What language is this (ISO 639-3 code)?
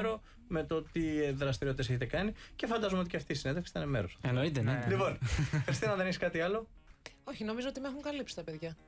ell